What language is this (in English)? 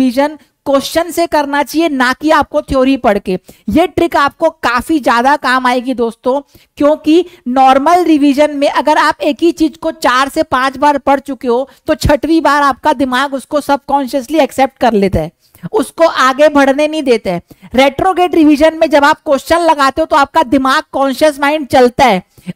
Hindi